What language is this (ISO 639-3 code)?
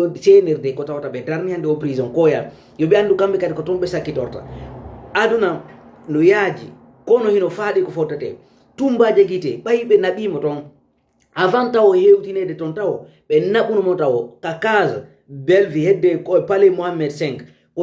ful